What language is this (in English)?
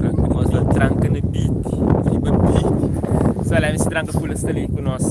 Kabuverdianu